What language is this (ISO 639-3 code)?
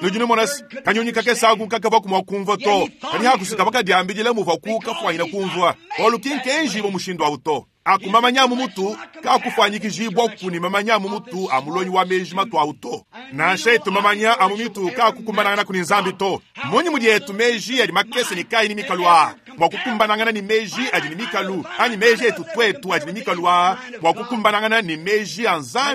lua